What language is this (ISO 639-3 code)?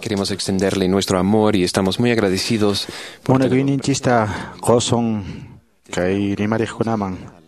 que